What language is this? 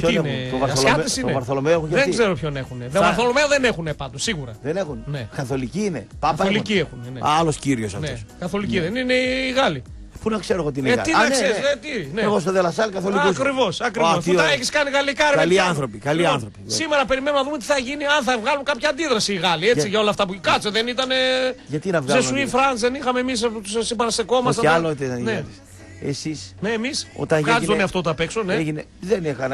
Greek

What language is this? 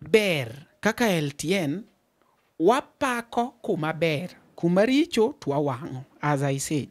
Luo (Kenya and Tanzania)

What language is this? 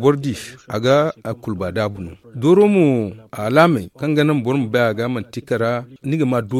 Zarma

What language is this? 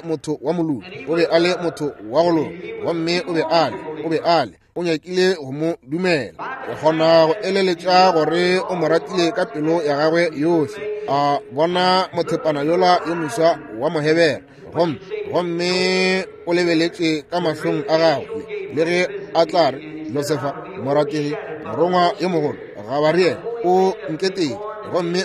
Northern Sotho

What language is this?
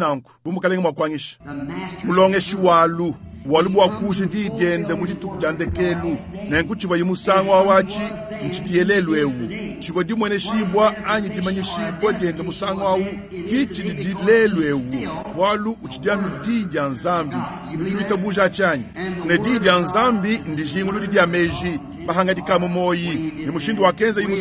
Luba-Lulua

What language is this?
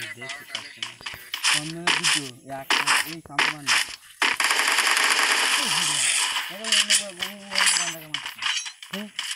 Bangla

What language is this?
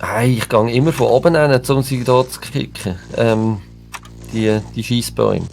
Swiss German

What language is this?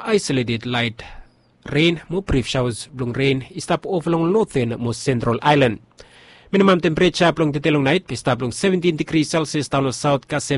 Bislama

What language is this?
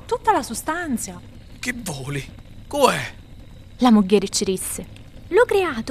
Sicilian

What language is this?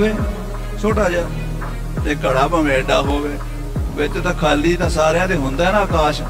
Punjabi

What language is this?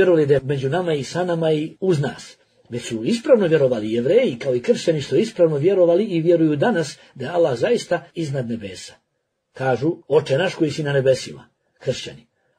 Bosnian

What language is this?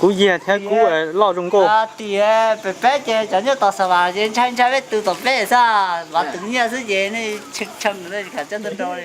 Hmong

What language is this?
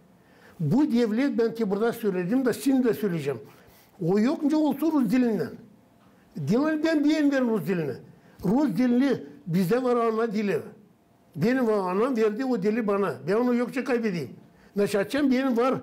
Gagauz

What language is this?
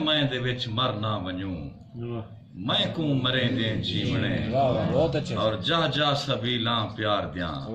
Saraiki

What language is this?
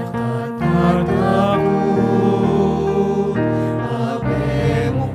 Pampanga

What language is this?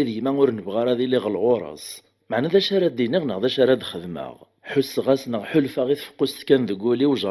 Kabyle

